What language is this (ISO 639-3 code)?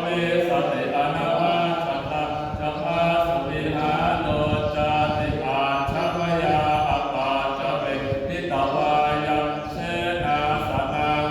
pli